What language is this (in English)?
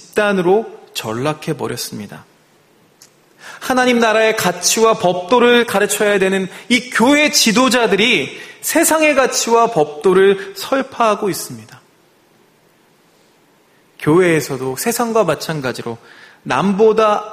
Korean